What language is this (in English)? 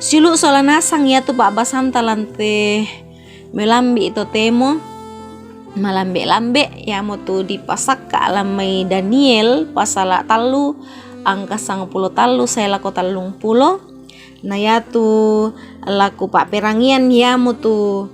Toraja-Sa'dan